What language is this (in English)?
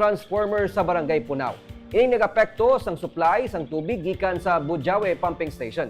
Hiligaynon